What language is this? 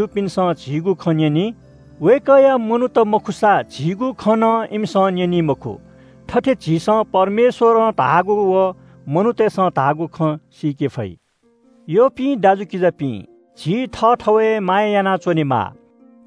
Newari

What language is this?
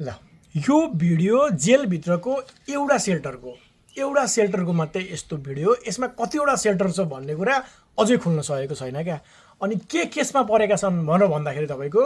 Nepali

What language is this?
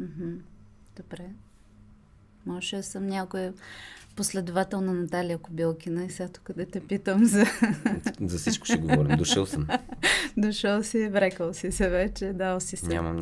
Bulgarian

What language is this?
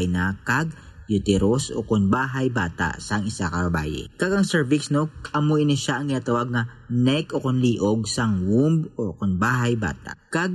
Hiligaynon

